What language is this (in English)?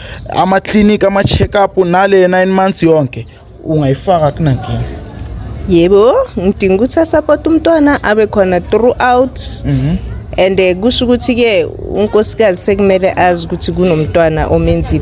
Zulu